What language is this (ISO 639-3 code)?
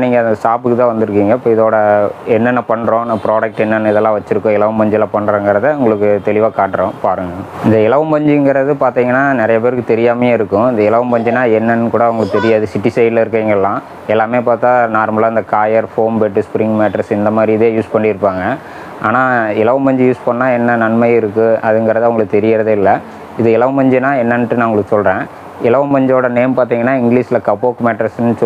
tam